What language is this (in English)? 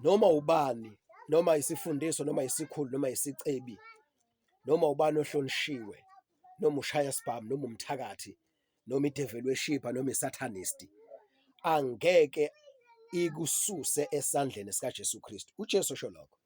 Zulu